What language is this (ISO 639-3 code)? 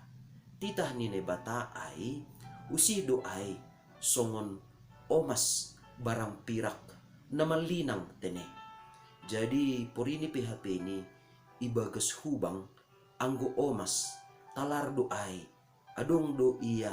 bts